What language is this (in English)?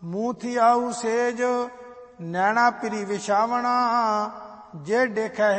Punjabi